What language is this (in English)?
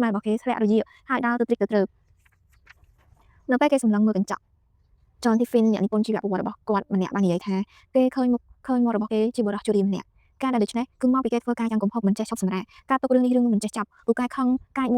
Khmer